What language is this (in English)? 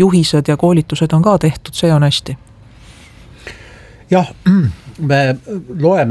Estonian